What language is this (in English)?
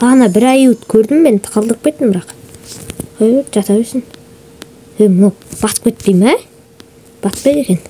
Kazakh